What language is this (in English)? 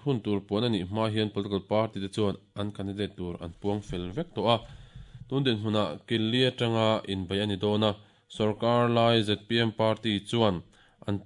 Mizo